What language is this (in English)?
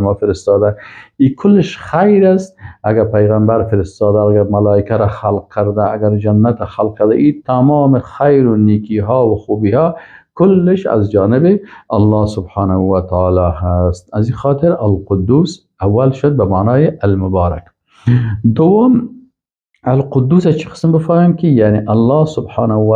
Persian